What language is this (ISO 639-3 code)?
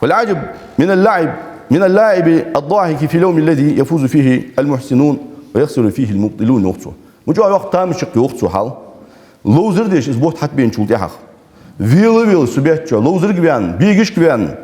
inh